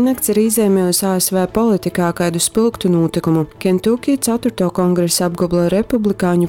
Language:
Latgalian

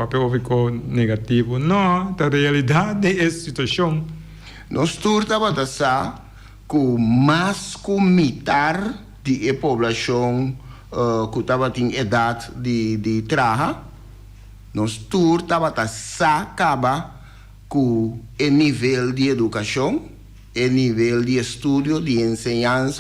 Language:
Papiamento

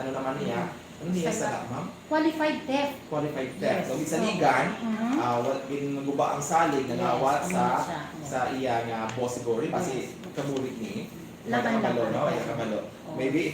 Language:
Hiligaynon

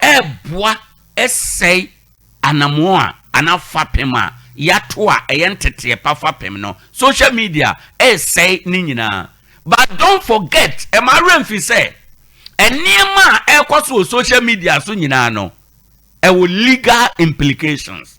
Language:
Akan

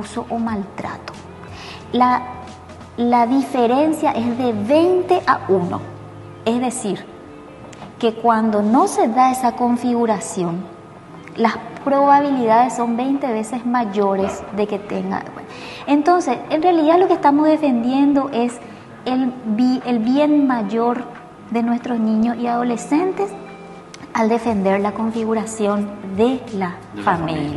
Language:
Spanish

